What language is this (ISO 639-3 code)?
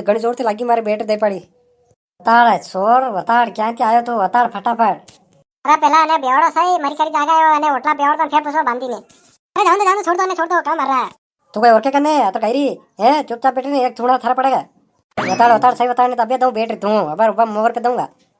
raj